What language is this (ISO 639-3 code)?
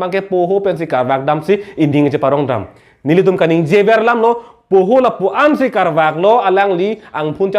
mjw